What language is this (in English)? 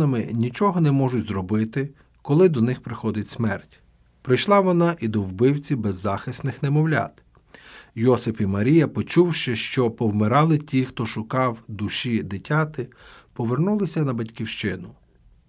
Ukrainian